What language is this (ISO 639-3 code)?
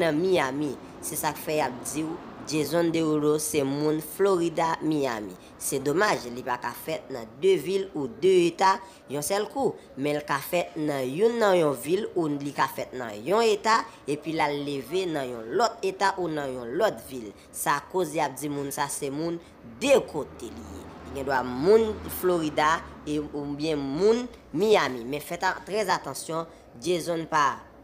hat